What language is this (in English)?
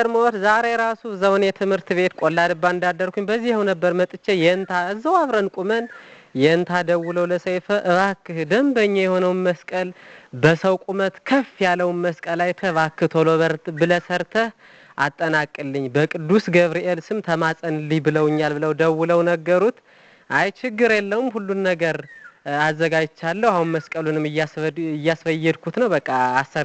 Amharic